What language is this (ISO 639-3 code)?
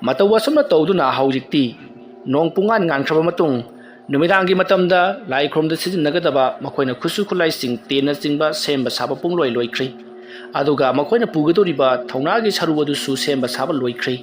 mni